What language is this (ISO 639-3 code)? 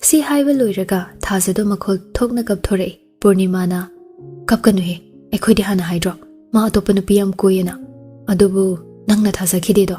mni